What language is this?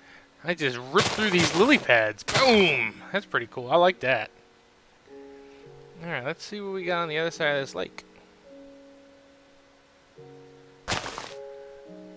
English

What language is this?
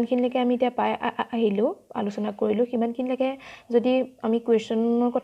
Assamese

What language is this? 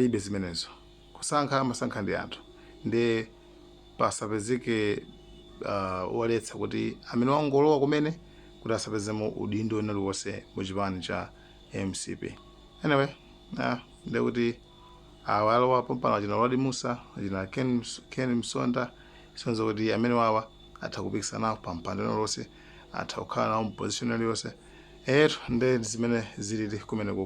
Nyanja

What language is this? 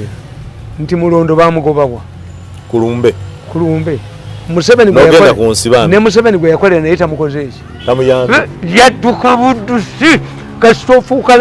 Ganda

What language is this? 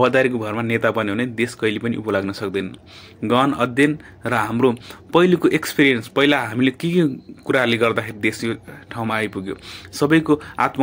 Nepali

